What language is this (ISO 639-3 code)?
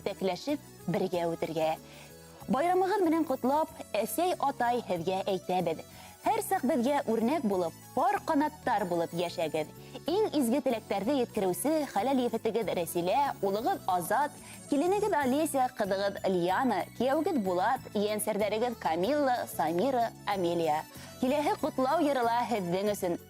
bak